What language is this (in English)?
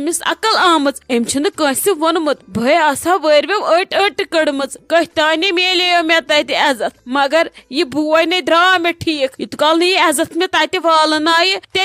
Kashmiri